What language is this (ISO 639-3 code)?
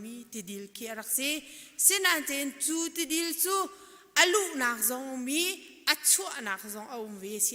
cnh